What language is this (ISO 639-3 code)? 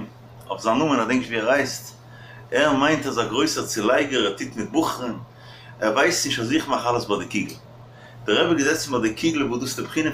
yid